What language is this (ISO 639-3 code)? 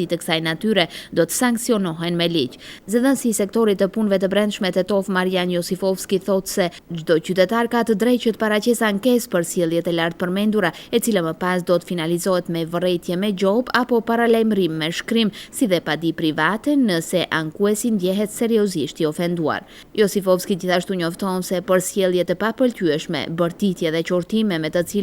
sqi